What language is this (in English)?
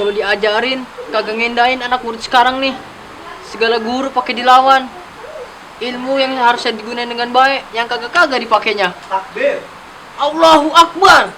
Betawi